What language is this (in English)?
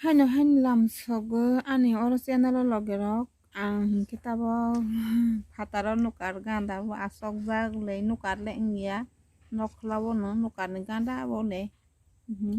Kok Borok